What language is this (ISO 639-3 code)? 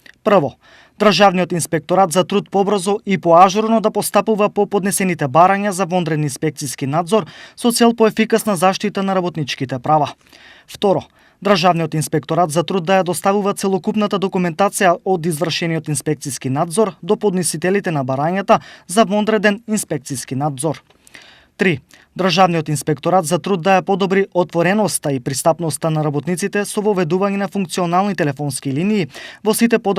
mkd